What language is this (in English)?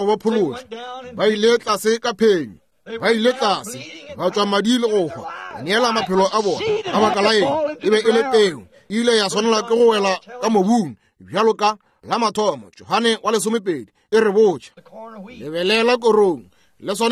Northern Sotho